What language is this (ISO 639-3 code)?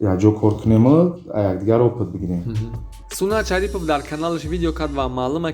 tgk